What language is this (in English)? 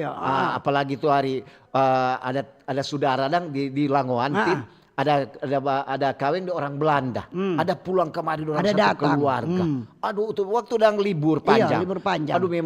Manado Malay